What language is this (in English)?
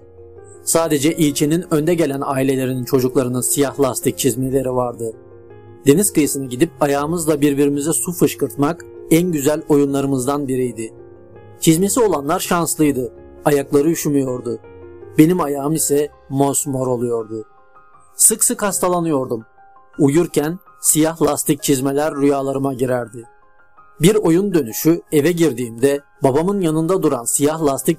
Turkish